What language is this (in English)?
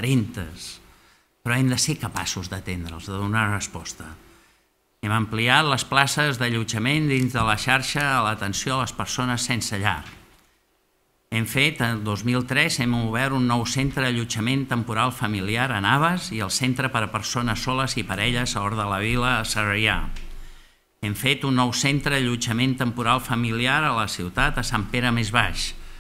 Catalan